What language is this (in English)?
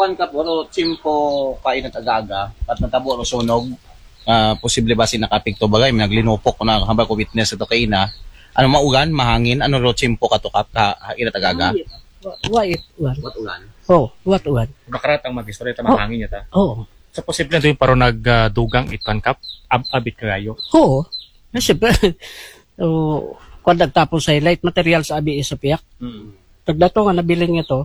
Aklanon